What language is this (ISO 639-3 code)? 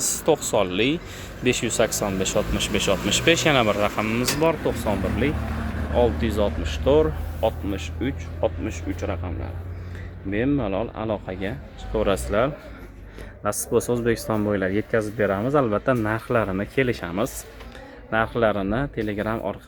uzb